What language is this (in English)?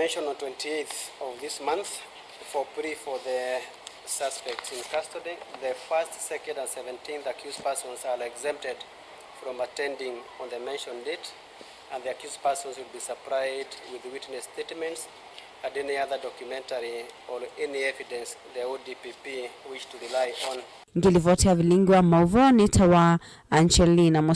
Kamba